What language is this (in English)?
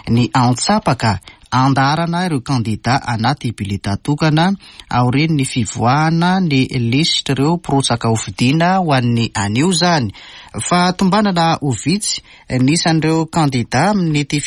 Malagasy